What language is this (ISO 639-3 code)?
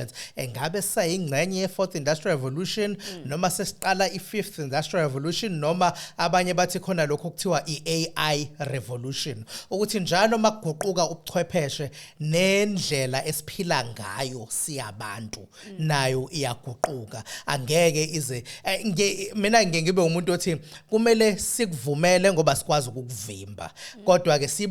zul